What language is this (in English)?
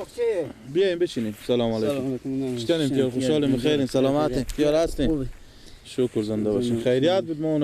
Persian